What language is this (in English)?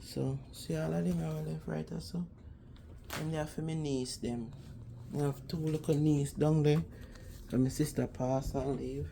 Jamaican Creole English